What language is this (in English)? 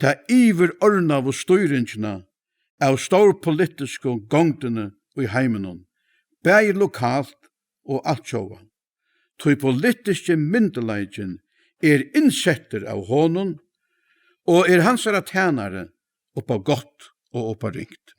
Faroese